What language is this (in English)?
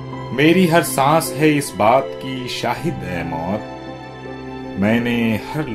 Urdu